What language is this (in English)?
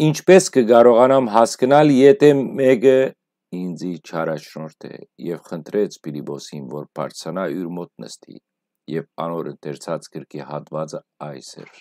Western Armenian